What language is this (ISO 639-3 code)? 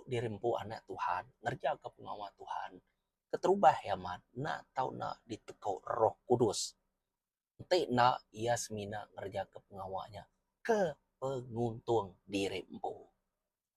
iba